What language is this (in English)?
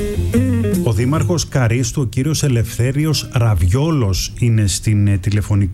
Greek